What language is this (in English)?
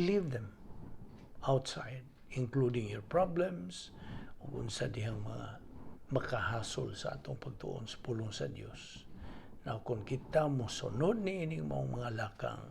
Cebuano